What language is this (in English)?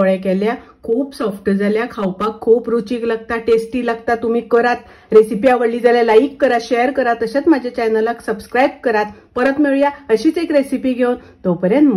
Konkani